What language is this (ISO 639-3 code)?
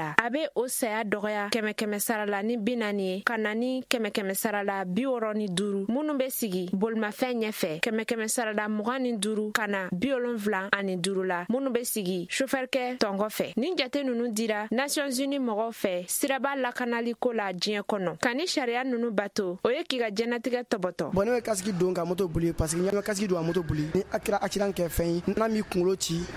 bam